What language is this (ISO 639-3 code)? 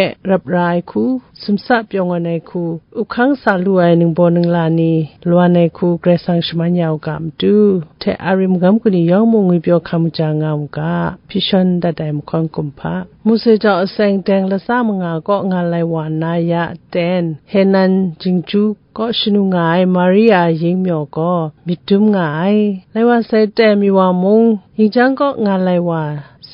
kac